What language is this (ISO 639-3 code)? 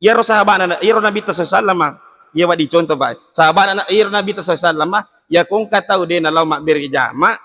bug